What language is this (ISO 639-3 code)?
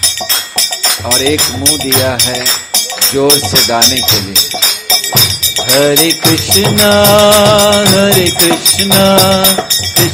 hin